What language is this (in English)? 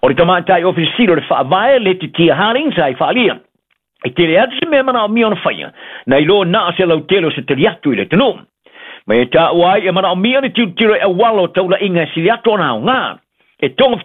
Samoan